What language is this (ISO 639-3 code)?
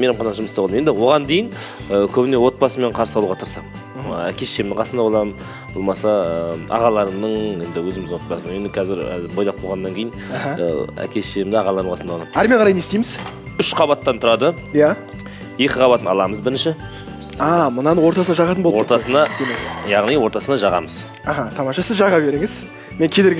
kaz